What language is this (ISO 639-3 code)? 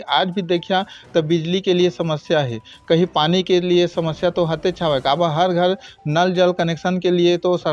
hne